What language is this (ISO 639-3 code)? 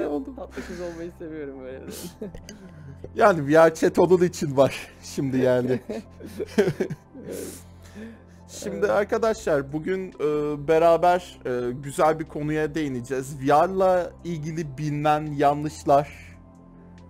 tur